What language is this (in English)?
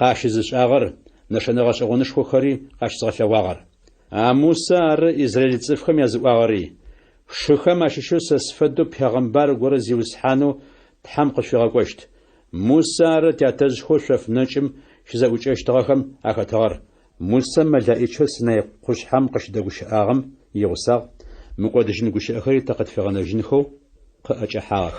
Adyghe